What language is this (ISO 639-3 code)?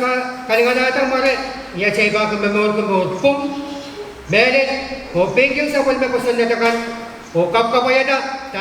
pon